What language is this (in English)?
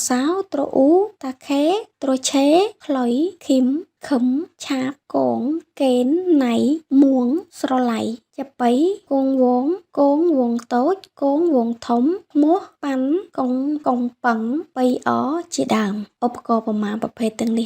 Khmer